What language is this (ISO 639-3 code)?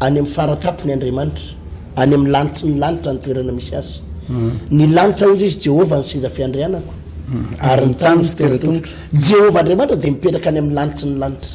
mlg